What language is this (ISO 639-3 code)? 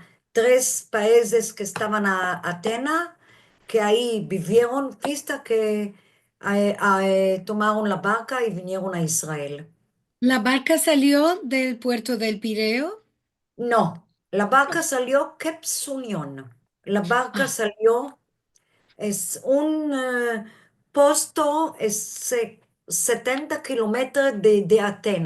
lad